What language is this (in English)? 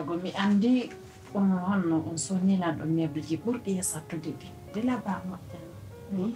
Pular